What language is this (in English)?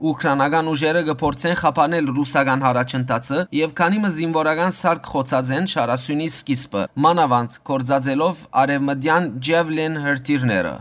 Western Armenian